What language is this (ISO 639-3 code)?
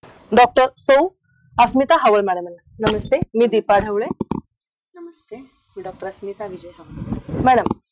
mar